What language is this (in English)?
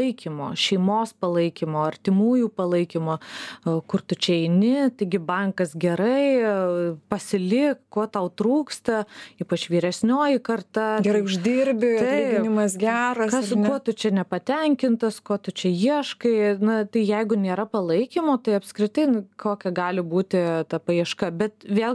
Lithuanian